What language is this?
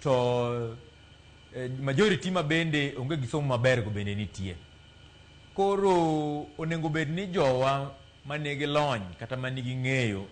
Luo (Kenya and Tanzania)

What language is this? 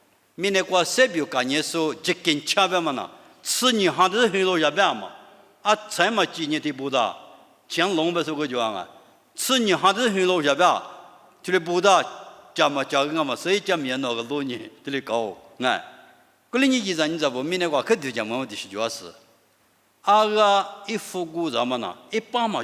Lisu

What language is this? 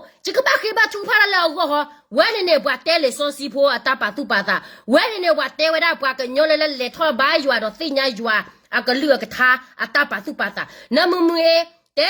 S'gaw Karen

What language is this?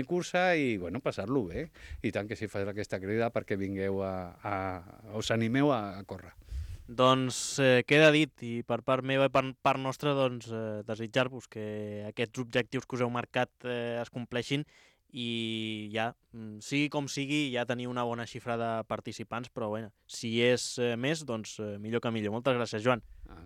Catalan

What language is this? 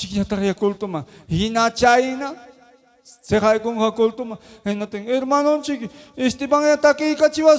Ayacucho Quechua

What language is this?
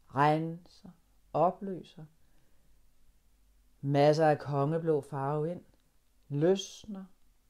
Danish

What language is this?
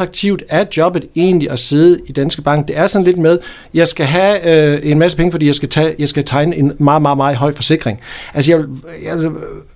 Danish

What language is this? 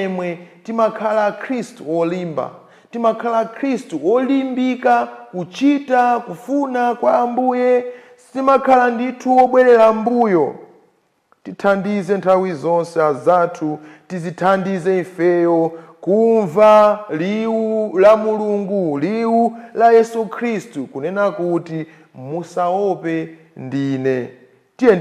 Nyanja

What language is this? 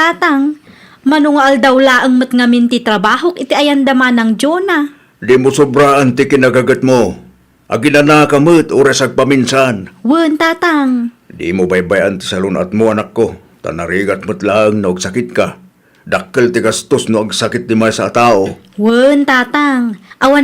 Iloko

